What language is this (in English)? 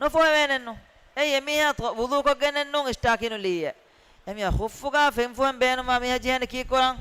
Divehi